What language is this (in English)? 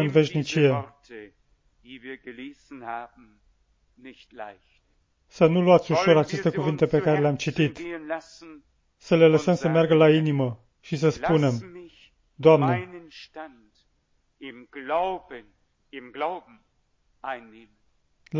Romanian